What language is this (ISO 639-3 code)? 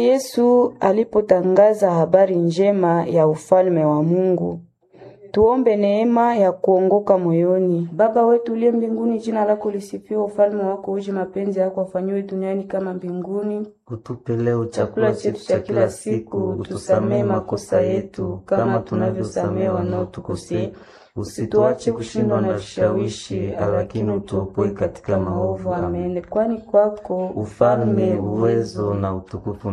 swa